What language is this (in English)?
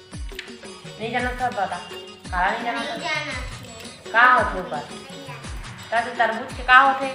Chhattisgarhi